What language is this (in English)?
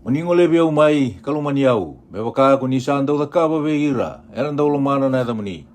Fijian